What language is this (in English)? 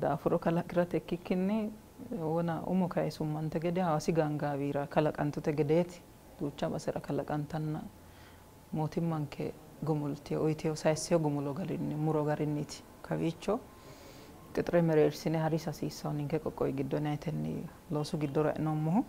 Sidamo